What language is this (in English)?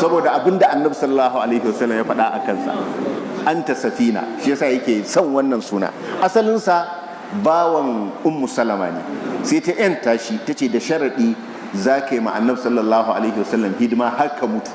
Hausa